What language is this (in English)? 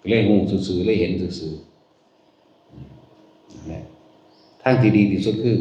Northeastern Thai